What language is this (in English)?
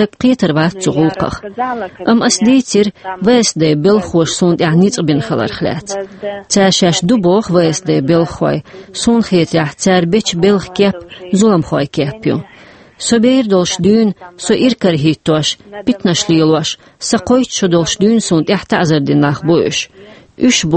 Chechen